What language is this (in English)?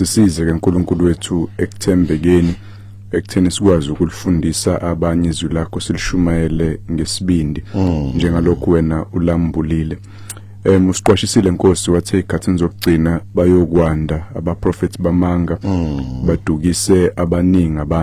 Zulu